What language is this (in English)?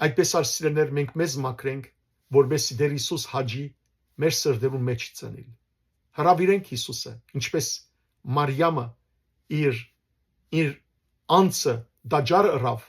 Western Armenian